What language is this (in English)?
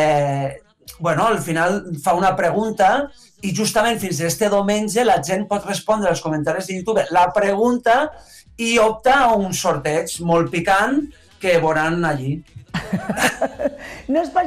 Catalan